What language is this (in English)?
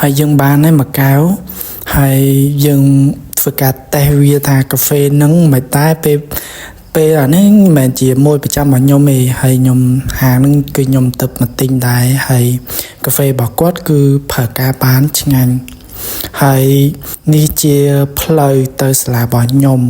Khmer